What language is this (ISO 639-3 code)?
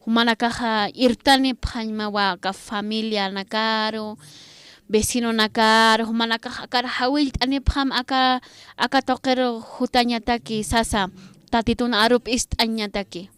aym